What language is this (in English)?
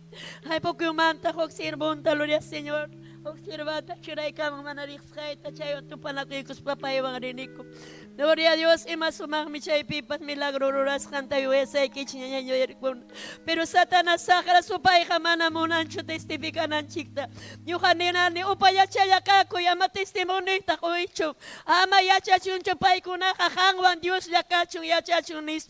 Ayacucho Quechua